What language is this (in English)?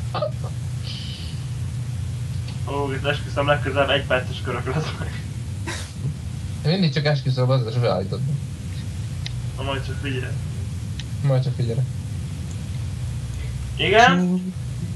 Hungarian